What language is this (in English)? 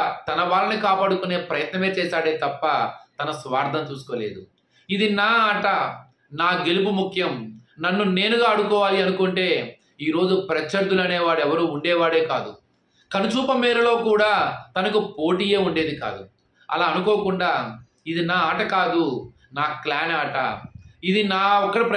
Telugu